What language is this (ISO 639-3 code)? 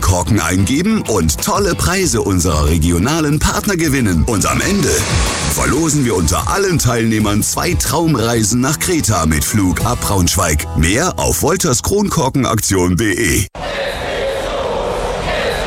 deu